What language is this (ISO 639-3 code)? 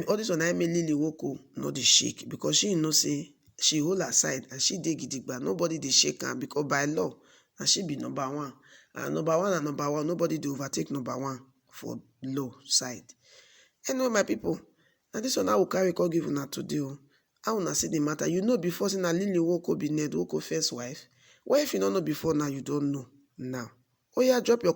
pcm